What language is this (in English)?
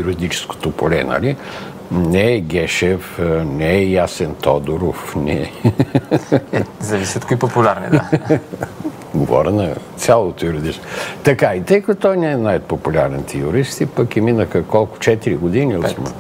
Bulgarian